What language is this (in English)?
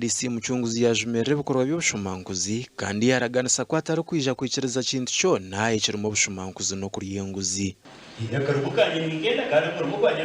Nyankole